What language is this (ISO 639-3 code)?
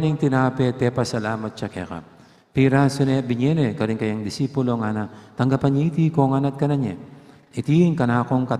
pam